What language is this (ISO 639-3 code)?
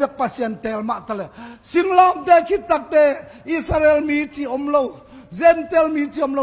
ctd